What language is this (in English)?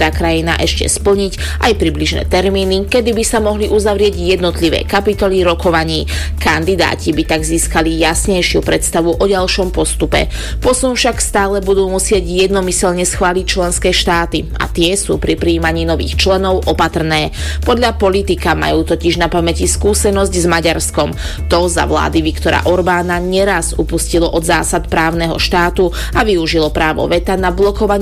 Slovak